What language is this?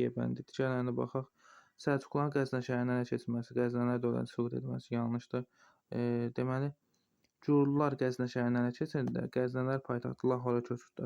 Azerbaijani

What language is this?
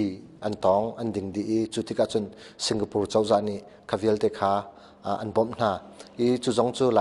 Hakha Chin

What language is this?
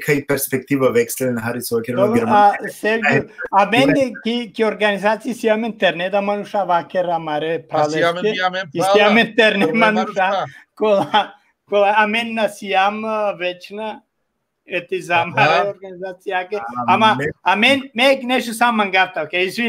Balkan Romani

